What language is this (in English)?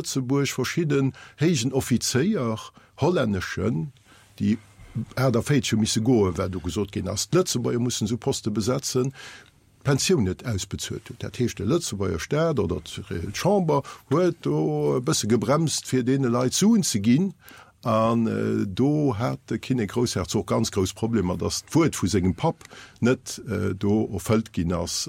Luxembourgish